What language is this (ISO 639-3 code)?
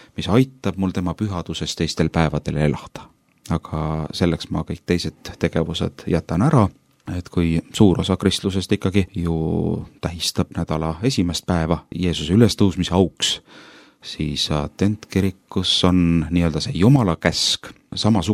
est